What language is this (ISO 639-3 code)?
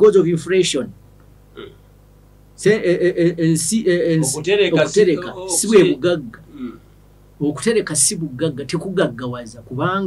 lug